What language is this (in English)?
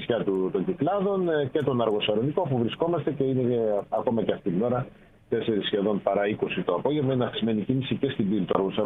Greek